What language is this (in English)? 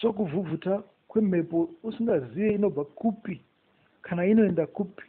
Shona